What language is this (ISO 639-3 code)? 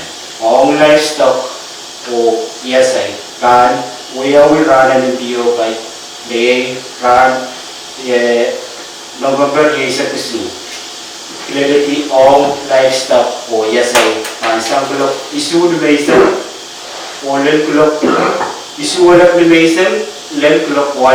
pon